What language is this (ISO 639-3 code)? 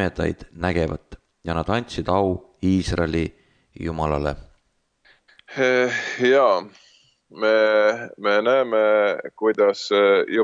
est